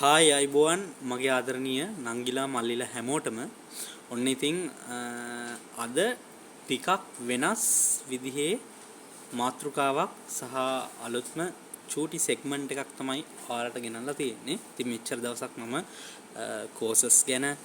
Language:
Sinhala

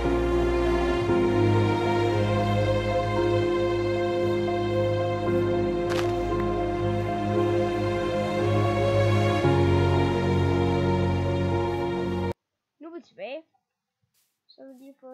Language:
Danish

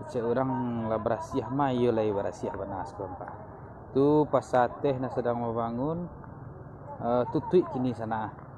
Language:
Minangkabau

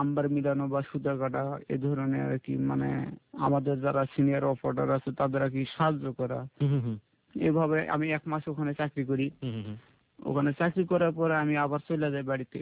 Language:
Bangla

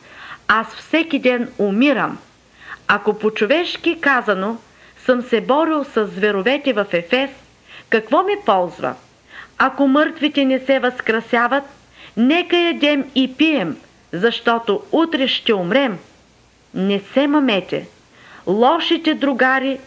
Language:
Bulgarian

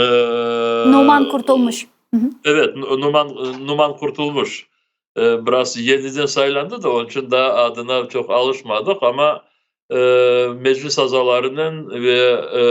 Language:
Crimean Tatar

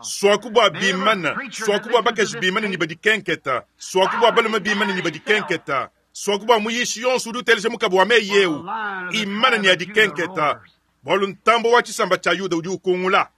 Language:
Luba-Lulua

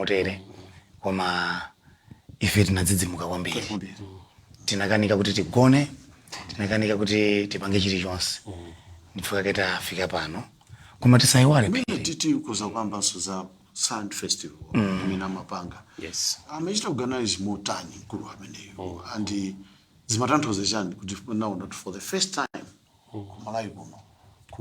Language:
Nyanja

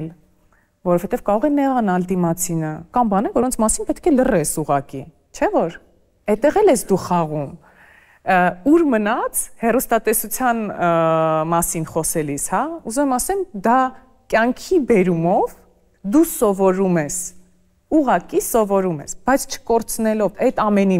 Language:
Armenian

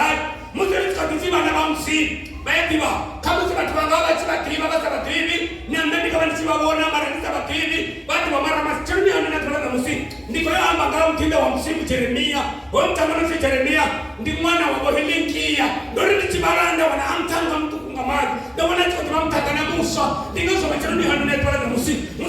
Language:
Venda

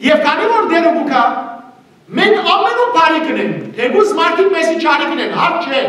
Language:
Western Armenian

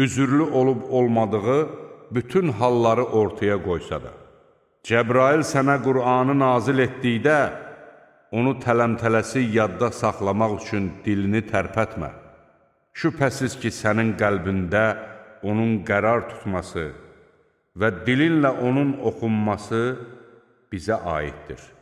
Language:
Azerbaijani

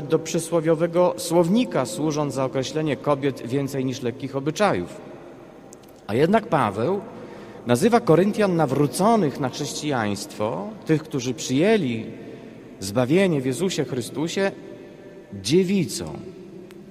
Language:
Polish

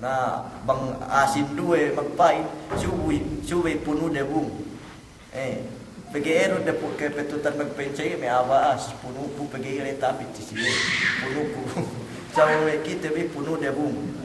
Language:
Yakan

